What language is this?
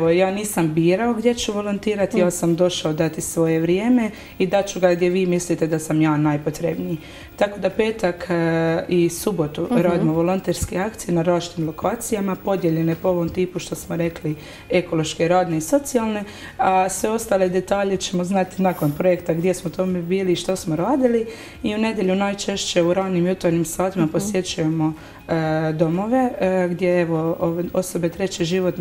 Croatian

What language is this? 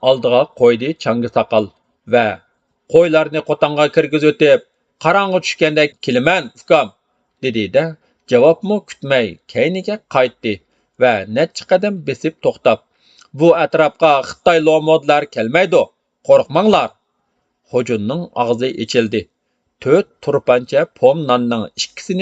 Uyghur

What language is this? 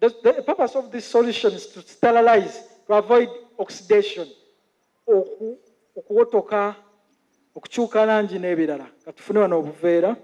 Ganda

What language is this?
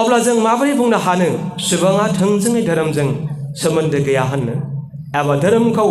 Bodo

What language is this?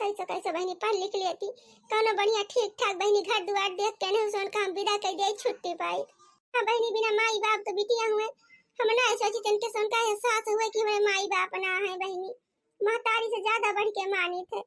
Awadhi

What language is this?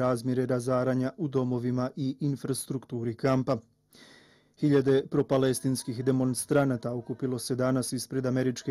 Bosnian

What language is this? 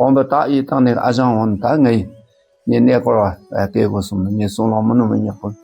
Dakpakha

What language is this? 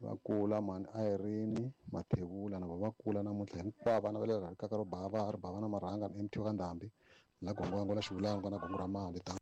Tsonga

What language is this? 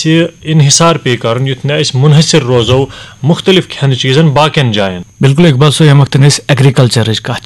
Kashmiri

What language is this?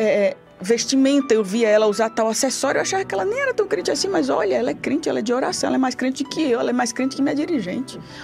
Portuguese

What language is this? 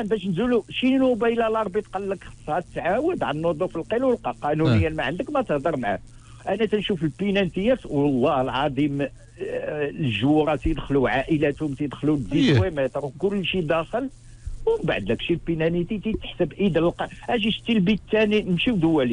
Moroccan Arabic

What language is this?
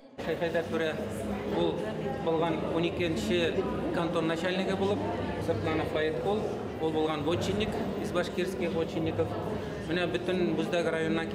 Bashkir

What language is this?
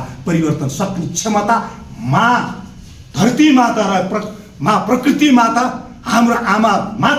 Nepali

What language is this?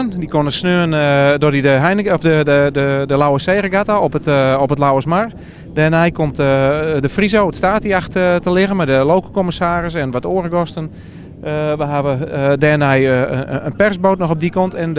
Western Frisian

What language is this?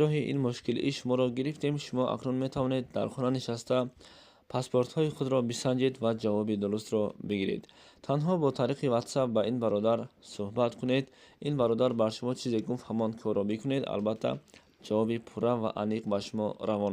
Tajik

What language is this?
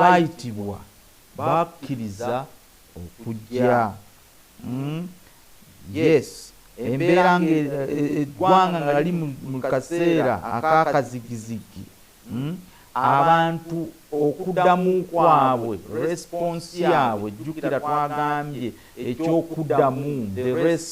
Ganda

